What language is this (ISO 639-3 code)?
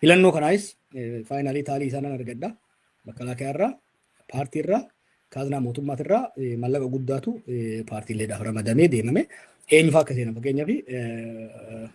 orm